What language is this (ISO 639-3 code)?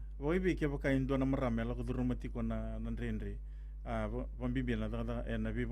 fij